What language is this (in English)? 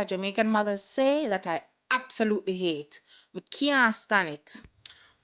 Jamaican Creole English